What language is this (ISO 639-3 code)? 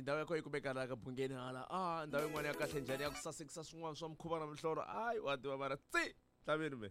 tso